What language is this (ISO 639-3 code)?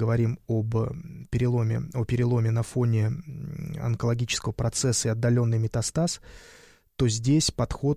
rus